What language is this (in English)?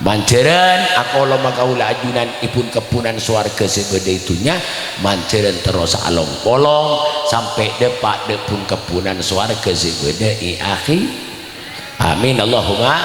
Madurese